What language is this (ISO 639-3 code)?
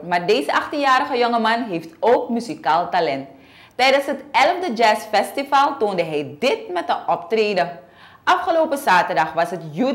nld